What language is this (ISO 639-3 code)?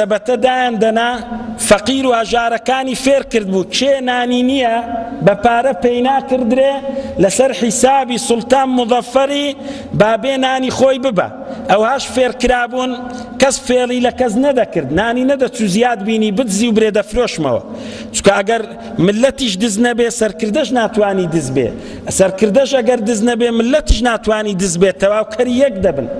ckb